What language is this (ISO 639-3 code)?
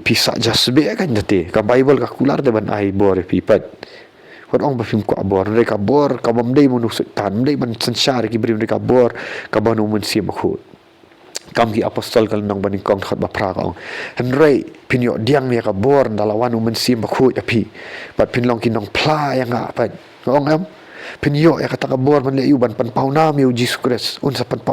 kha